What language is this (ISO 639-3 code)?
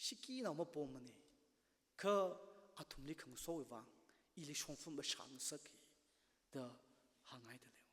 nmf